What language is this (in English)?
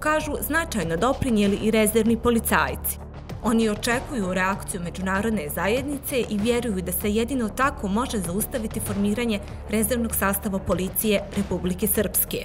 Bosnian